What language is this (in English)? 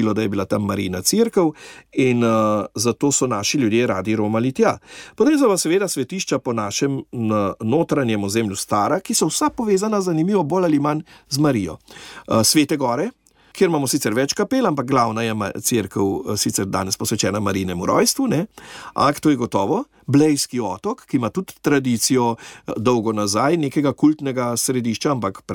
Slovenian